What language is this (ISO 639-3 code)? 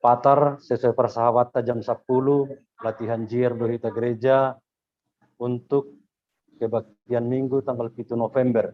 bts